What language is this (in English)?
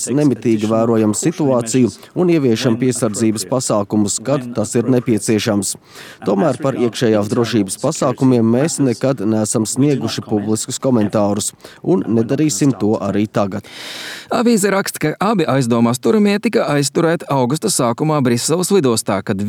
Latvian